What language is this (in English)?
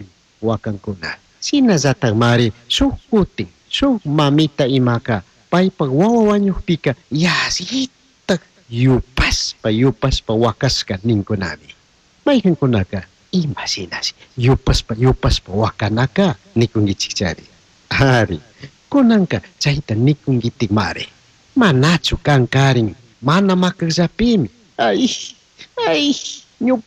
Chimborazo Highland Quichua